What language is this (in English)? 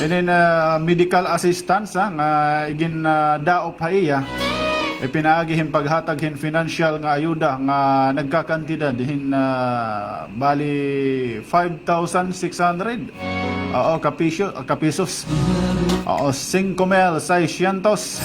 Waray